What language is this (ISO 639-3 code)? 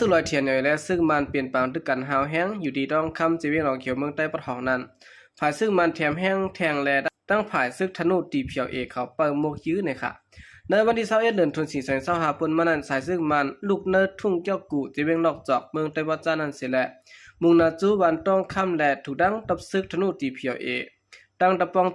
shn